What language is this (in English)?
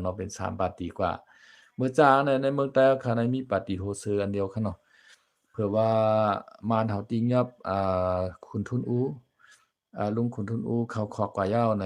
Shan